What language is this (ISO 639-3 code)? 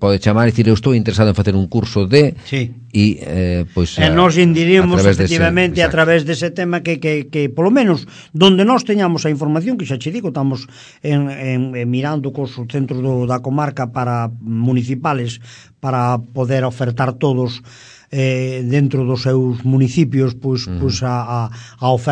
glg